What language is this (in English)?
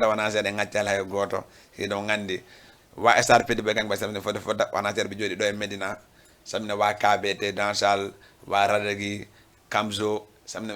Fula